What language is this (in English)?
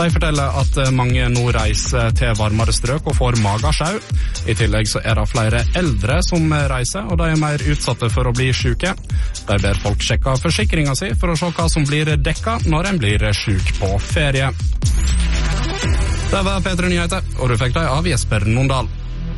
Norwegian